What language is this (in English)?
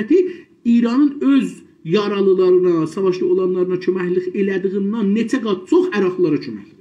South Azerbaijani